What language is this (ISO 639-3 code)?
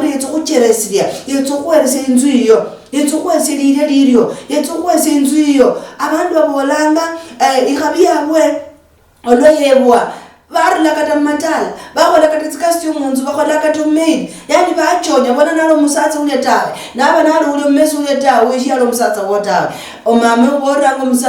luy